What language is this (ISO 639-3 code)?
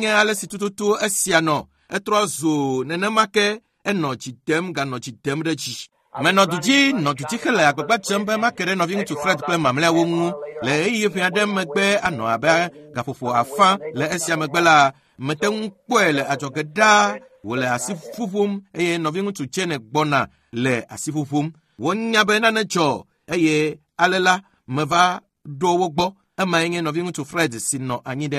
ewe